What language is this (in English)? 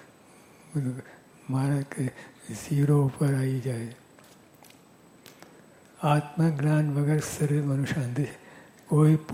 Gujarati